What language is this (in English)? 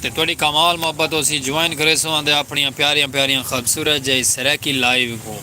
Saraiki